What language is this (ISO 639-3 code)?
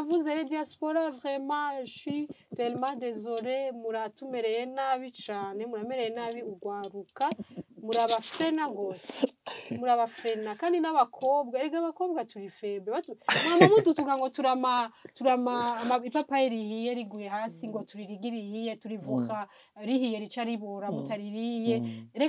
run